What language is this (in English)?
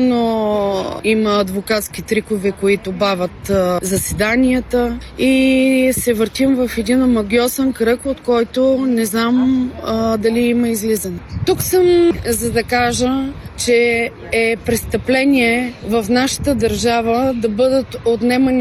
Bulgarian